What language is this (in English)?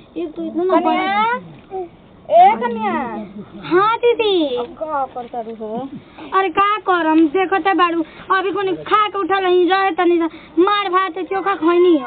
Bhojpuri